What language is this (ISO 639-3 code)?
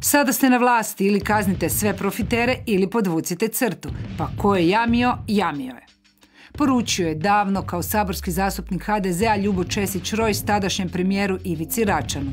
hrv